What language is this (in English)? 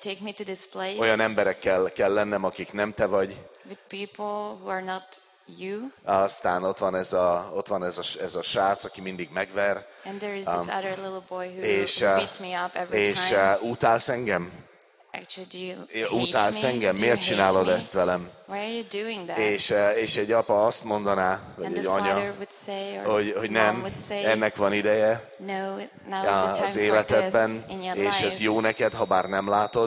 Hungarian